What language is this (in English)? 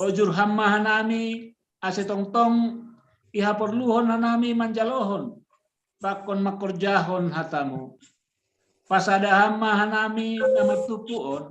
Batak Simalungun